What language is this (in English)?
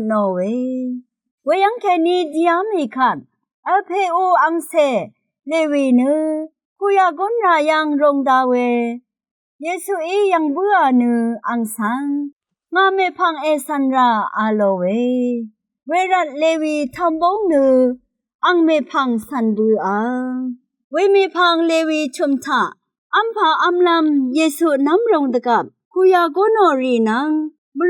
Rawang